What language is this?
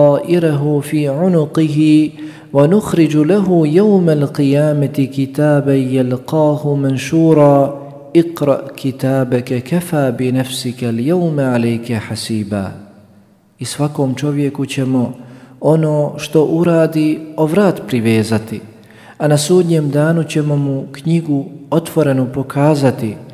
Bosnian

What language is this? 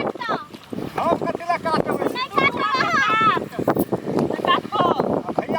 Maithili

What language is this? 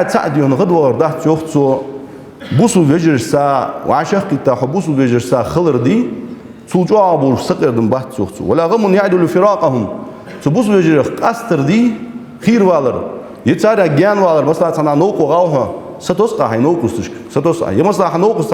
Ingush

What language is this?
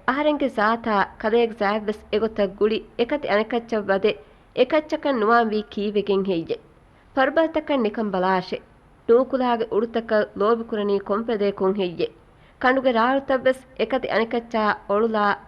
Divehi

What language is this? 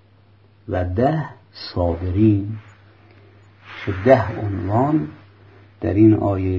Persian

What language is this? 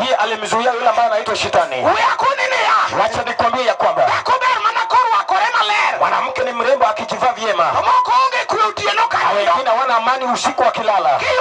Luo (Kenya and Tanzania)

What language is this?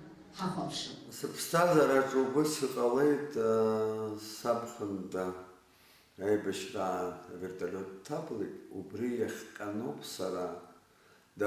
Abkhazian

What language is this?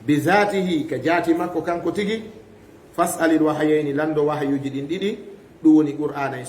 Fula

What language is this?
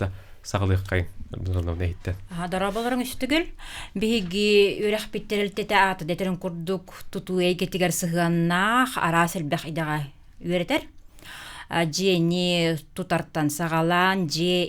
Yakut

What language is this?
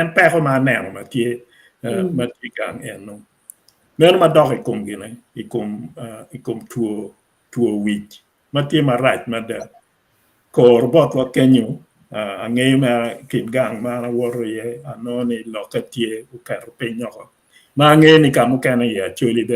Acoli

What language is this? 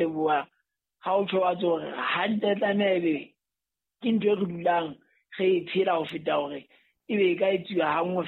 Southern Sotho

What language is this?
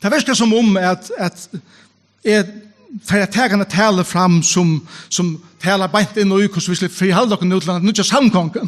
Faroese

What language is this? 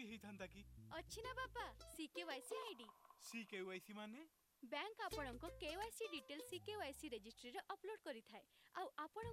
Odia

